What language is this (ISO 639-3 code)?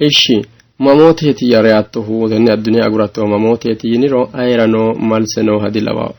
sid